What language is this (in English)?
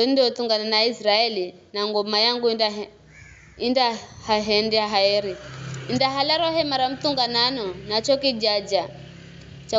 Giryama